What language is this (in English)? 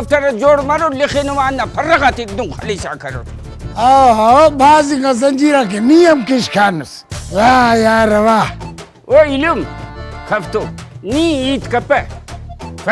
Brahui